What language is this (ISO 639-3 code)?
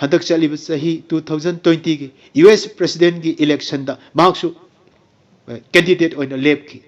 mni